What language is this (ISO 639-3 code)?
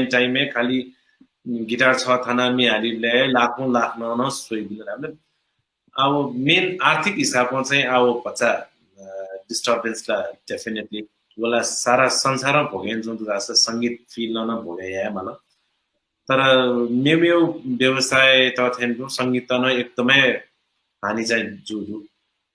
new